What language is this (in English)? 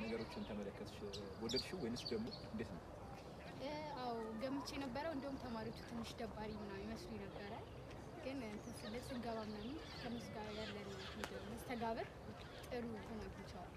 Amharic